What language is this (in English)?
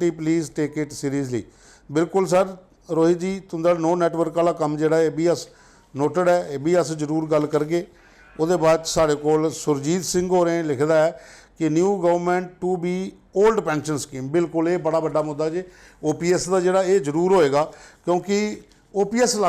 Dogri